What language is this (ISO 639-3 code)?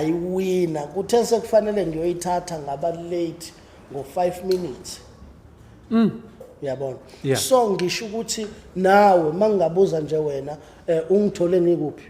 zul